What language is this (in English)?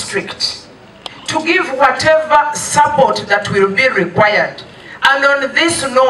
Nyankole